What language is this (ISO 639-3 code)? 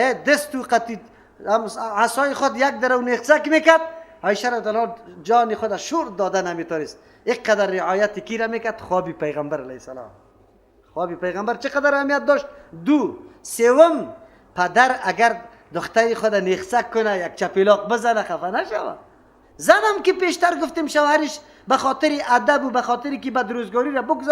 fas